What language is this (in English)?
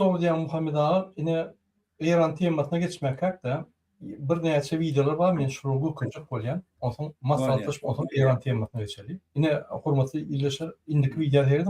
Turkmen